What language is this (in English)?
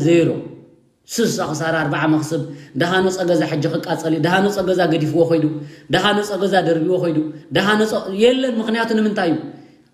Tigrinya